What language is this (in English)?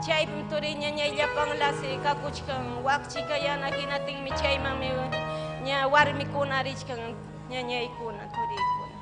Ayacucho Quechua